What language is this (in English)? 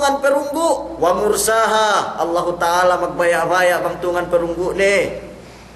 Yakan